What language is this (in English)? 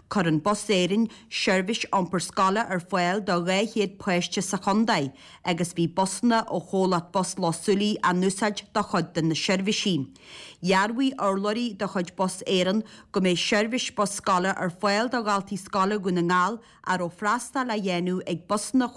Irish